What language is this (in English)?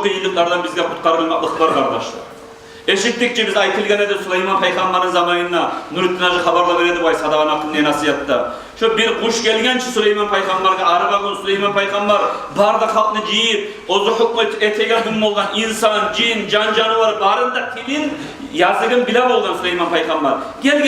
Kumyk